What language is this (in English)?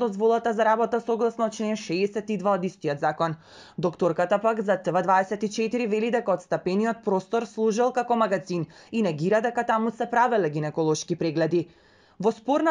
Macedonian